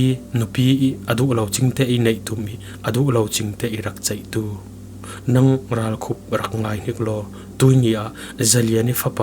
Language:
Falam Chin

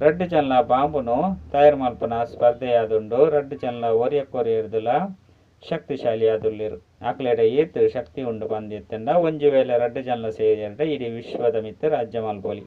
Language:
Tulu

